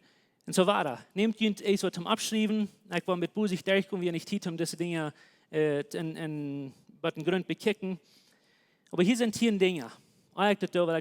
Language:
Plautdietsch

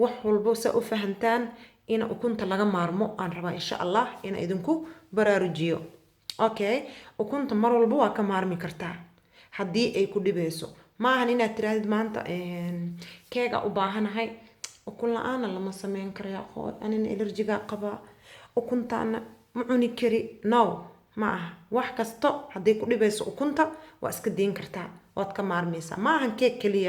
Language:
Somali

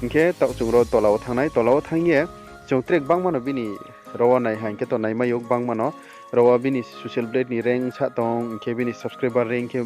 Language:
Riang (India)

